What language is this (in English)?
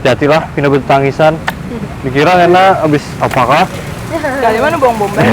Banjar